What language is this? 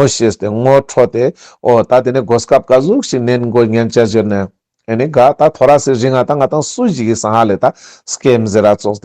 Ladakhi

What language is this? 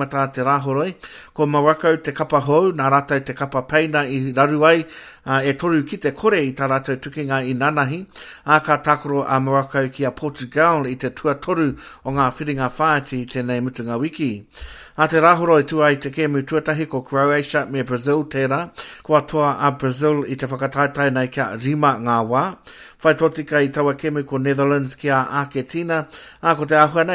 Māori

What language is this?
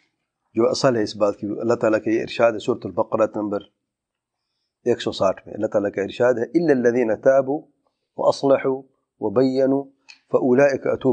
Urdu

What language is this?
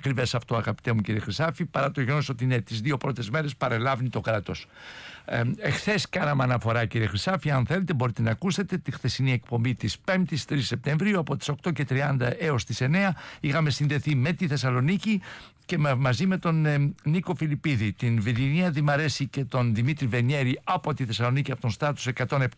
Greek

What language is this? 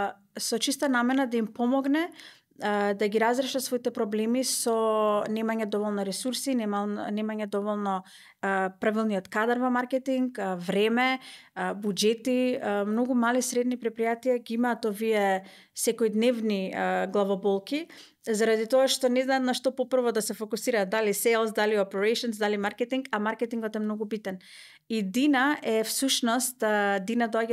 Macedonian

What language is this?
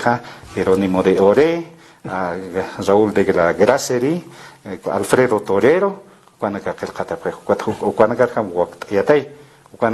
Aymara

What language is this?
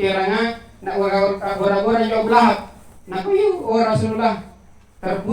Makasar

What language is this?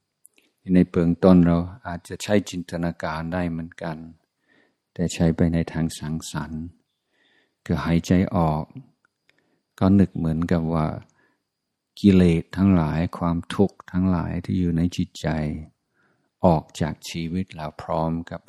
Thai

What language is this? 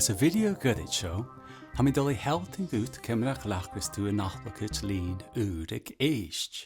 Scottish Gaelic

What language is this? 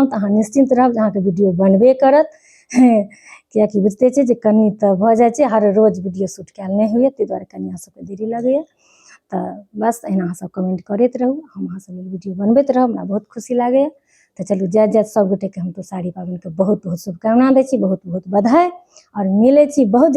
Maithili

